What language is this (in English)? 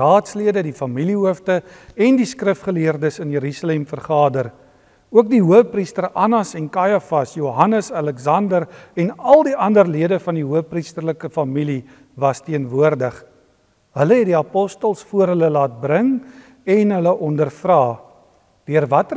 Afrikaans